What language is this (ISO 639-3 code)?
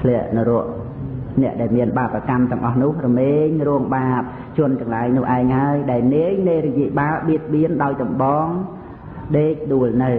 khm